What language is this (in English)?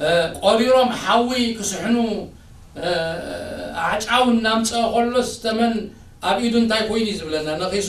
Tigrinya